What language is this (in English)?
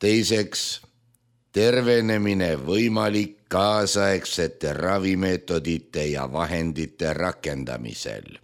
Estonian